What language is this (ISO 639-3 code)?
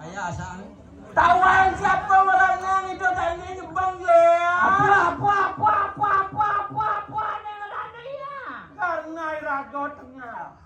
ban